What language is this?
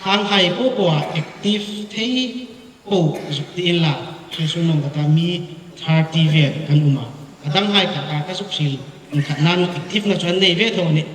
Hmar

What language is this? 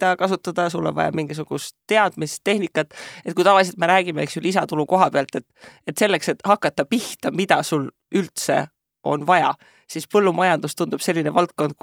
Estonian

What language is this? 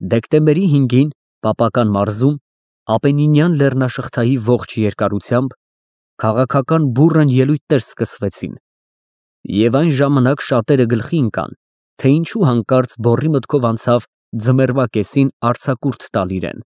Armenian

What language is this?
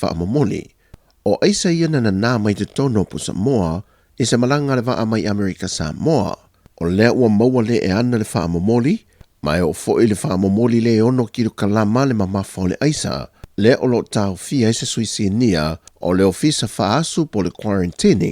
Samoan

